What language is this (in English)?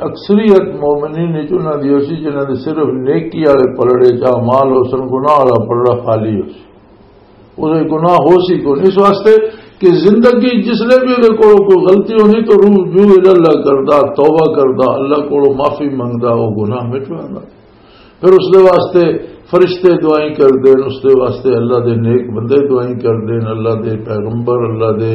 Western Panjabi